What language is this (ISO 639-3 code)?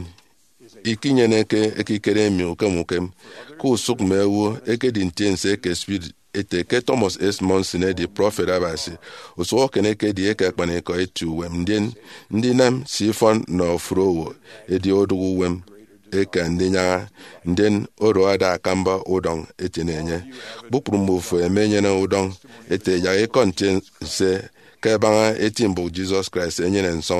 efi